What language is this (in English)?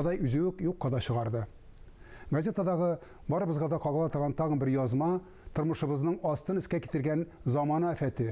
Tatar